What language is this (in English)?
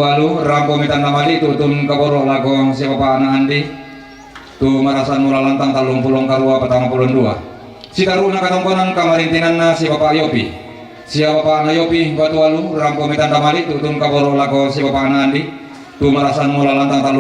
Toraja-Sa'dan